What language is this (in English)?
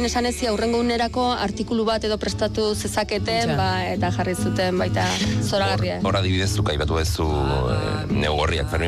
Basque